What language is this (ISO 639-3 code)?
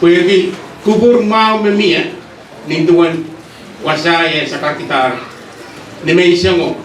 pon